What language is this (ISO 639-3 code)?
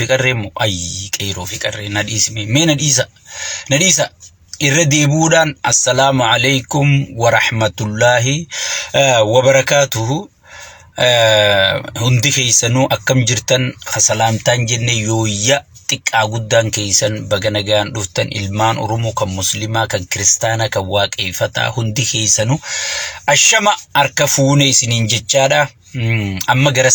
orm